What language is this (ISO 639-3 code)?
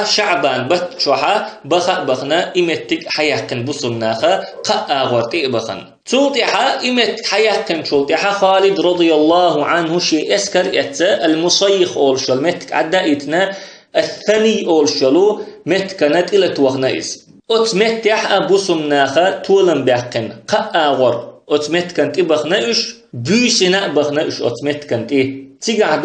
che